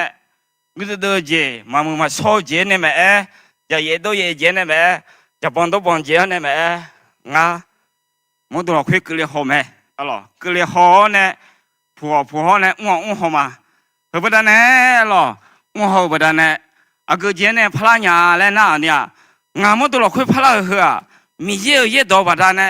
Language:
Akha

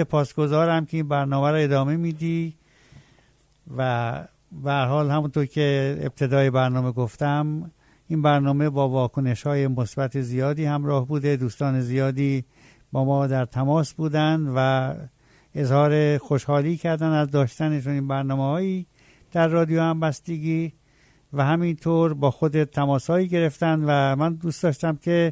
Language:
Persian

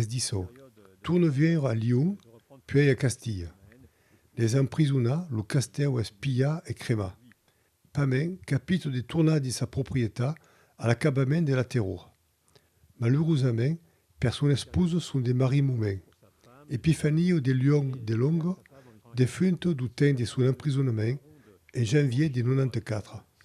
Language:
Occitan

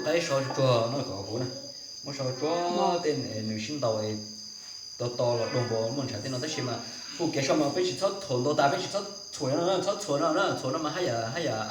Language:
Hmong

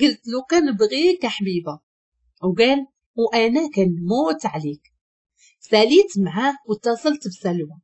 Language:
Moroccan Arabic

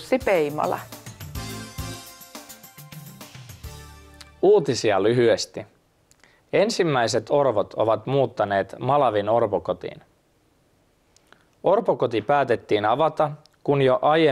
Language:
Finnish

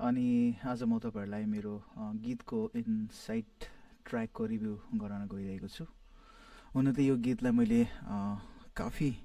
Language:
Nepali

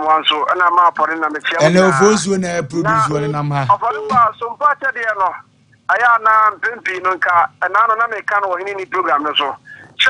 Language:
Akan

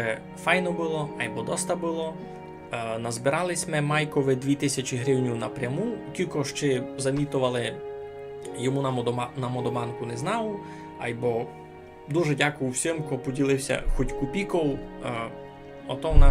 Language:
Rusyn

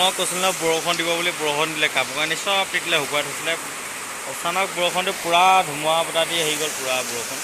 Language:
Assamese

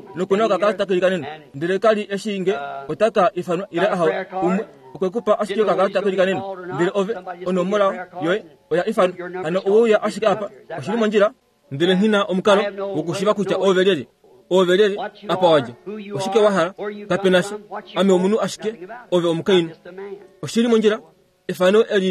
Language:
Kuanyama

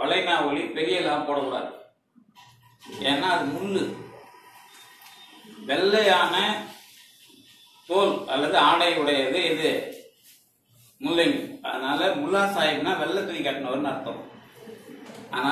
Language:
Tamil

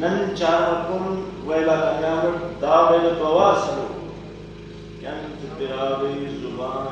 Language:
Brahui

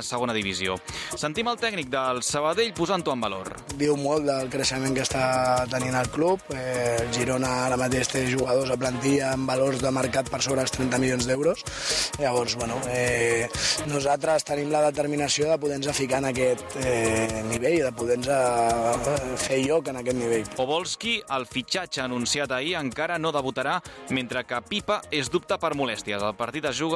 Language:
Catalan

